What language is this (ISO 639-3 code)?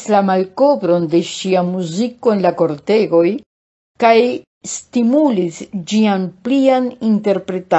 epo